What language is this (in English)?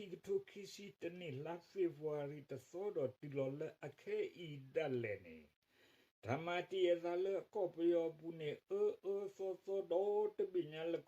S'gaw Karen